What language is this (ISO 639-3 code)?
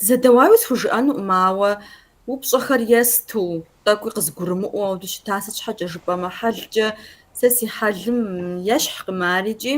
kbd